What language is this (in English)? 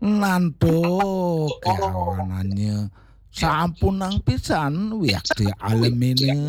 Balinese